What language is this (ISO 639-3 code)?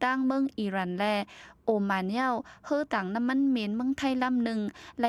shn